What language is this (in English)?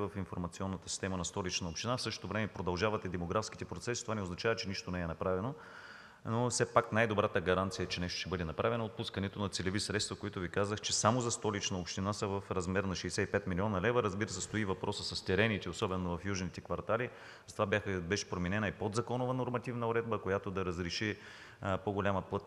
Bulgarian